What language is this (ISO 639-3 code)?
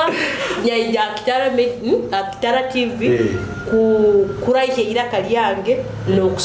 nyo